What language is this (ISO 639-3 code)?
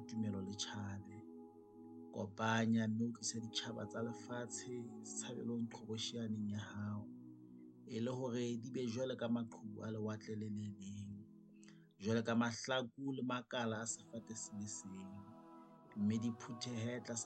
sot